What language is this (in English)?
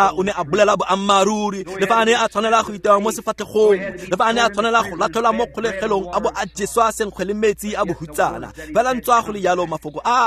Tswana